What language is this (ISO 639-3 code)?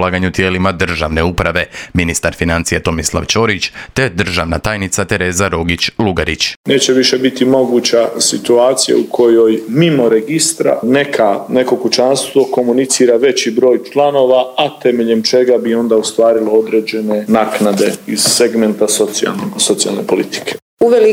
hrv